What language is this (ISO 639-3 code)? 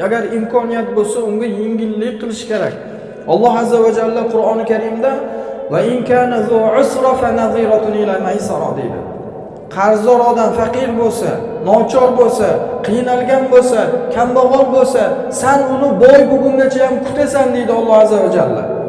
uzb